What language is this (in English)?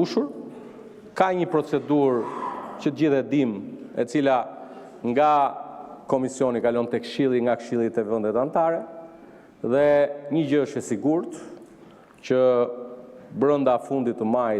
Albanian